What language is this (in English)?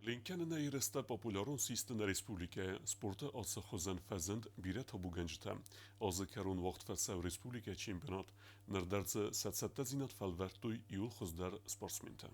Ossetic